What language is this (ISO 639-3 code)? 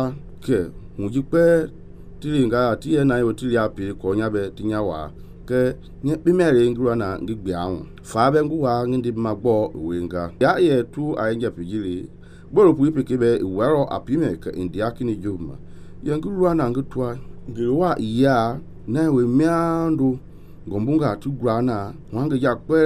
men